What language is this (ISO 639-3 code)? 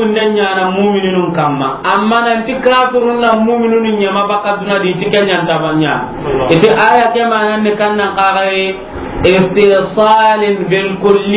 snk